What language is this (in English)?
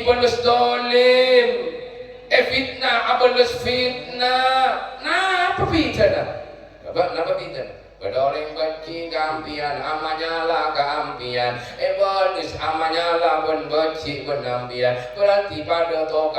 Madurese